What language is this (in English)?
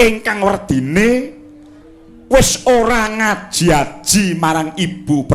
Javanese